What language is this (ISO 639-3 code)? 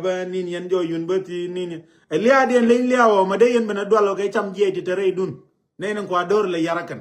nus